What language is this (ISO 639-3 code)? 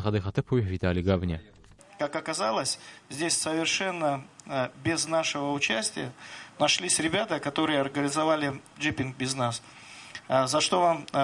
abk